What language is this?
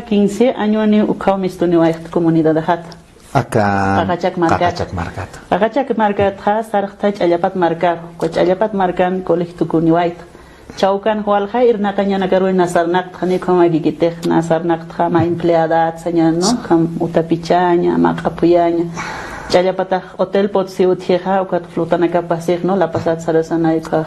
Aymara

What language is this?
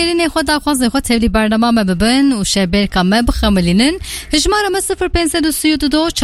Kurdish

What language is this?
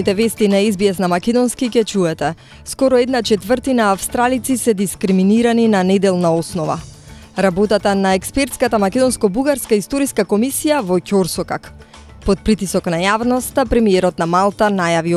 Macedonian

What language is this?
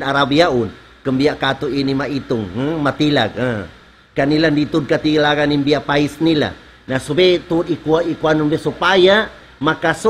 Tausug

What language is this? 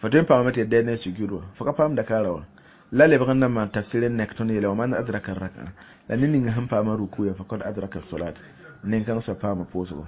Mossi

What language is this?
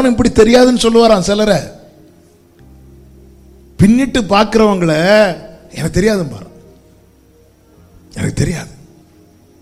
Tamil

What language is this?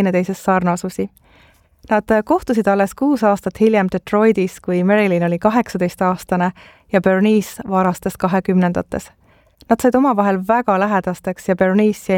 Estonian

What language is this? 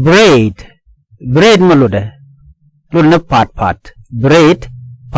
Nuer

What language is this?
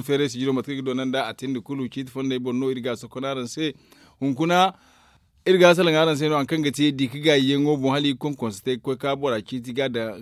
Zarma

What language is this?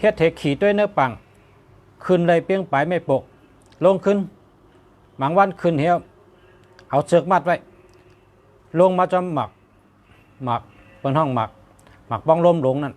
Shan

